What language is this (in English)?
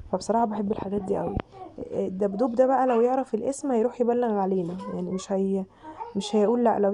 Egyptian Arabic